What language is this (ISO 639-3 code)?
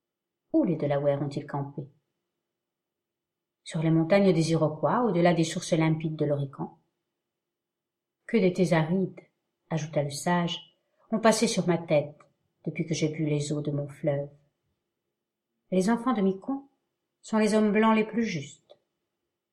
fra